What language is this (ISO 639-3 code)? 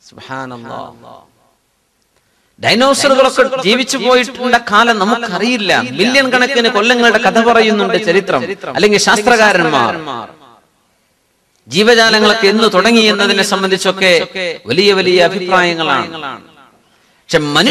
mal